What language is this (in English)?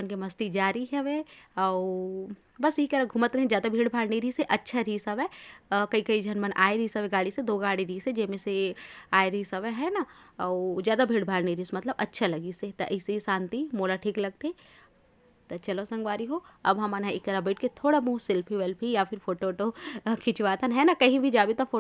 Chhattisgarhi